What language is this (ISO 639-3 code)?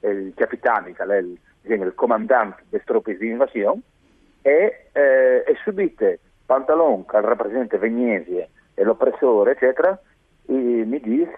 fur